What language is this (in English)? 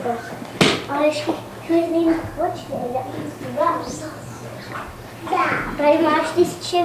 Czech